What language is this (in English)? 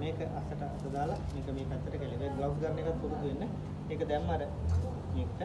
Sinhala